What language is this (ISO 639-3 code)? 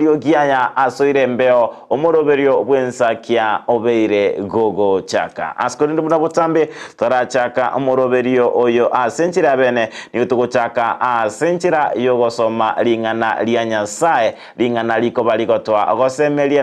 guz